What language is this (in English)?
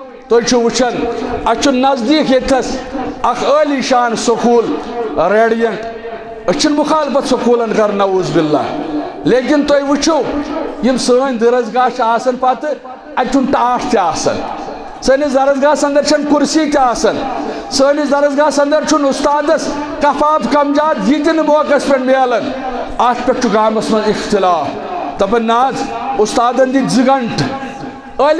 Kashmiri